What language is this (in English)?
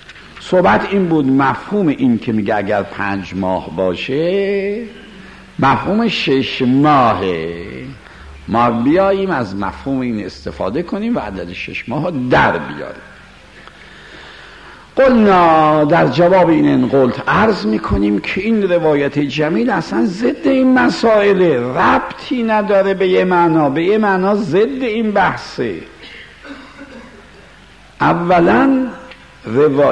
Persian